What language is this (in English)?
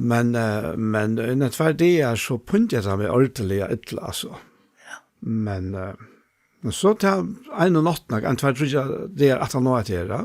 Faroese